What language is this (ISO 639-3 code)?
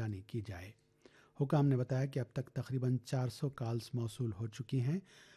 urd